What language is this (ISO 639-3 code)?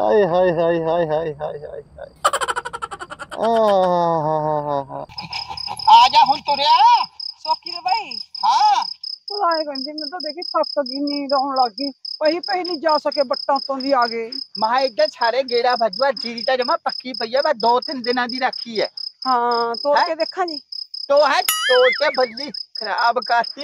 pan